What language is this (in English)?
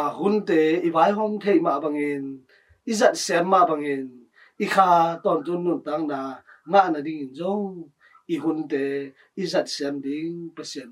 Tedim Chin